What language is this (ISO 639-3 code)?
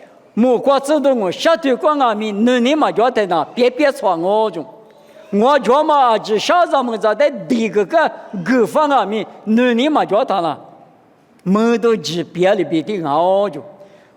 lis